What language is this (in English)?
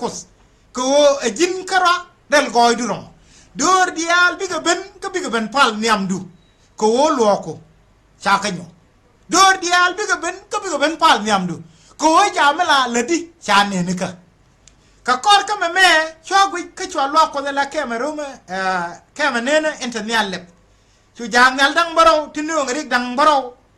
Nuer